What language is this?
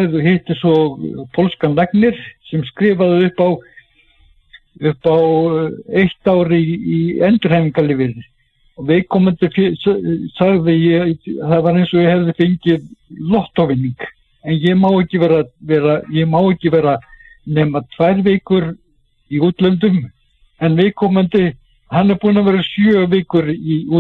Icelandic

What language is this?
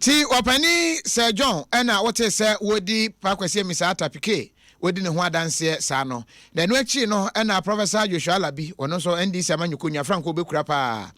Akan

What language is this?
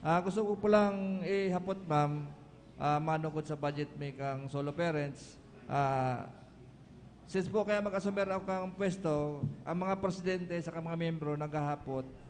Bikol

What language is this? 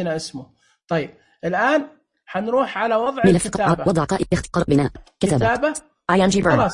Najdi Arabic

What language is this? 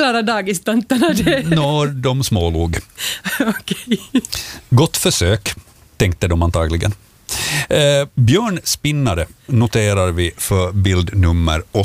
Swedish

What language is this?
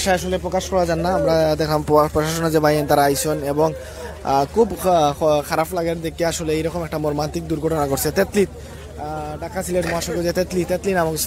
Sylheti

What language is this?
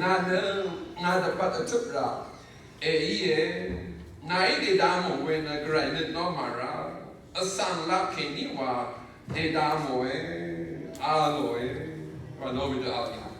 Rawang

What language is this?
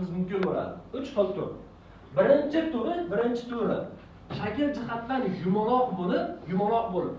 Uzbek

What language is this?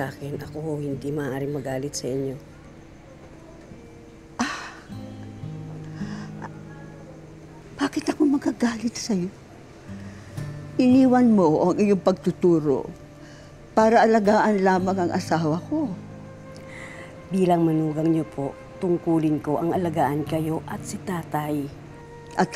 Filipino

